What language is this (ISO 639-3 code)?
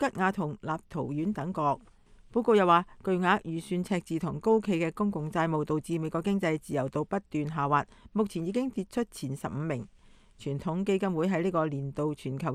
yue